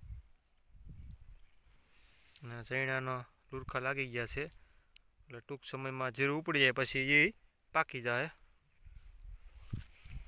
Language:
Gujarati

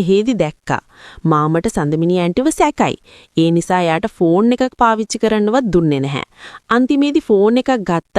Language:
Sinhala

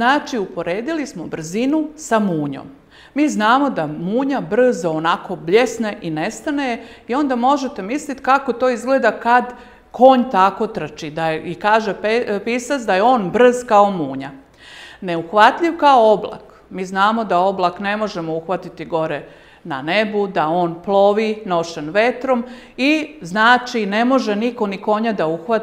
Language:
Serbian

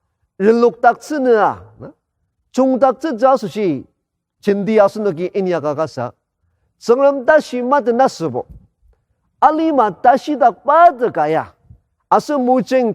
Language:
Ao Naga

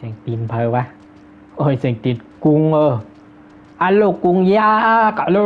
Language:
Shan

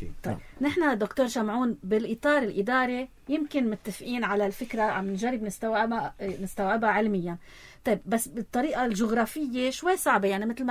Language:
North Levantine Arabic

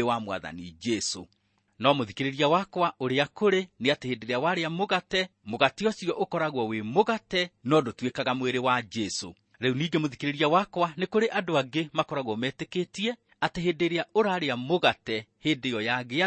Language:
Kikuyu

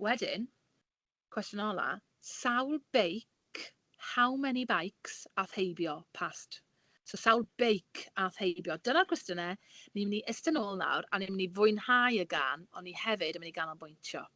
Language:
Welsh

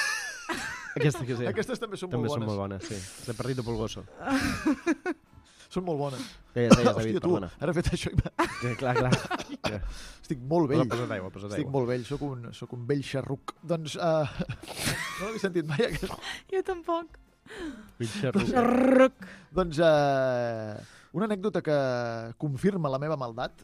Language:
Catalan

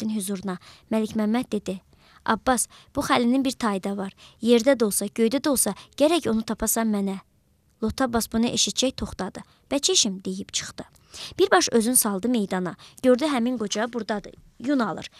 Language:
Azerbaijani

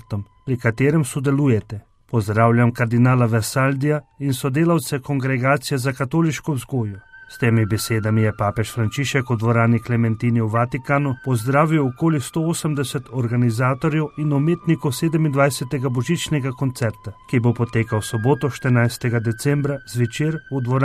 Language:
Slovenian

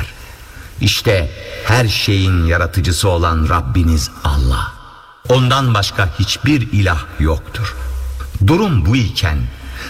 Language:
Turkish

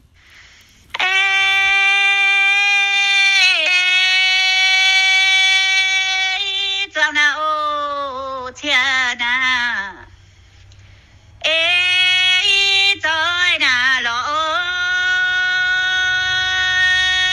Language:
Vietnamese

